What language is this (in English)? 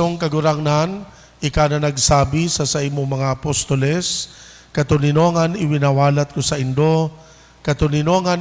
Bikol